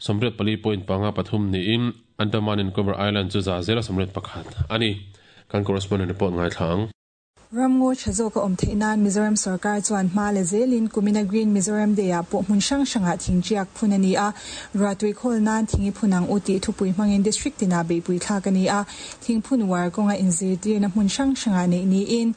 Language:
Mizo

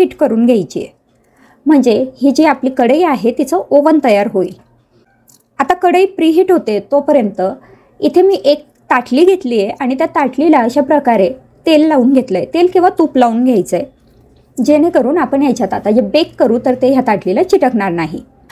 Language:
Marathi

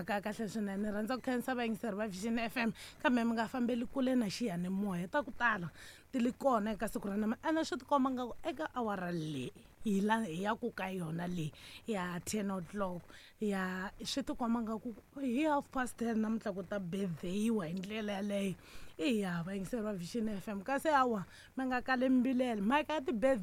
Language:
Tsonga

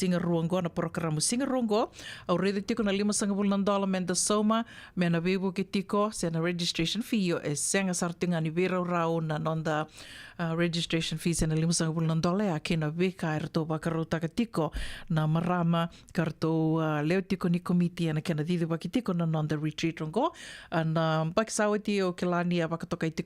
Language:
Fijian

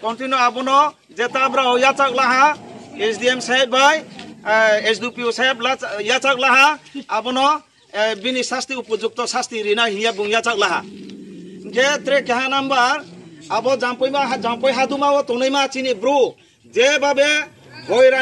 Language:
Riang (India)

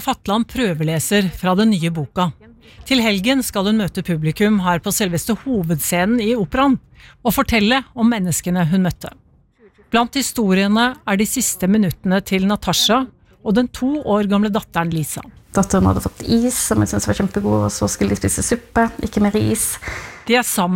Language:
Norwegian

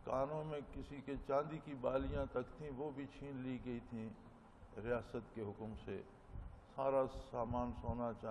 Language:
Urdu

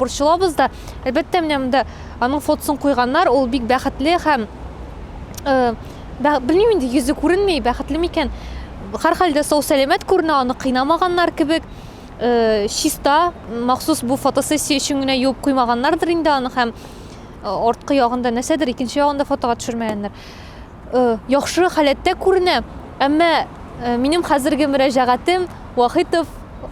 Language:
Tatar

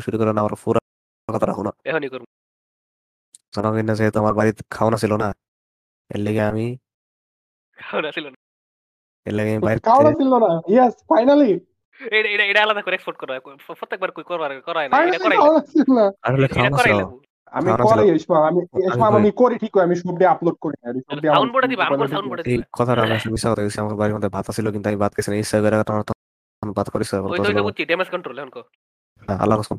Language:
Bangla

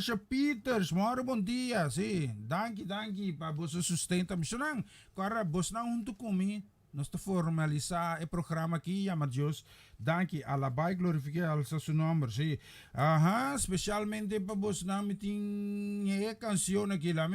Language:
Papiamento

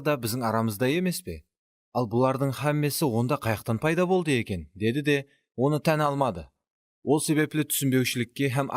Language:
Kara-Kalpak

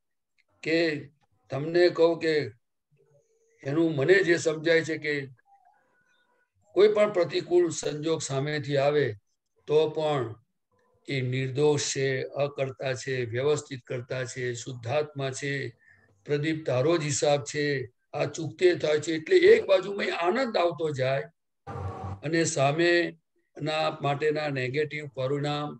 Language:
Gujarati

